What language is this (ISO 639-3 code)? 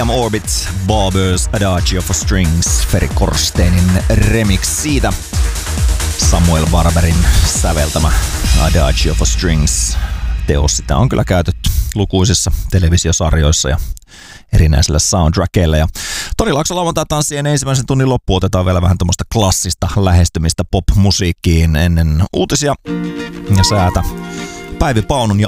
fin